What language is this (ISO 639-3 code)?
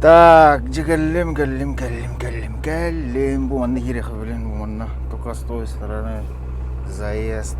sah